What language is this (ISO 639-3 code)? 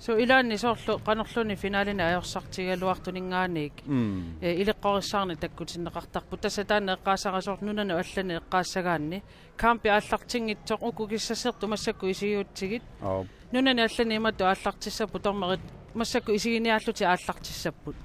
kal